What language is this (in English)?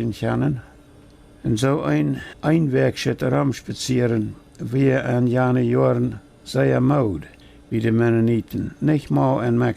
Plautdietsch